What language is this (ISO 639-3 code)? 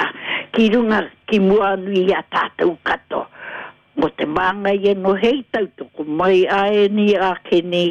mri